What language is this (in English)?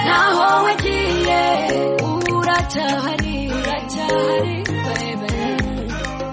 Kinyarwanda